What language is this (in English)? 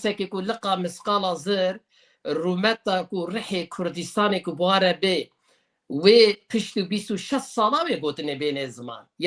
Kurdish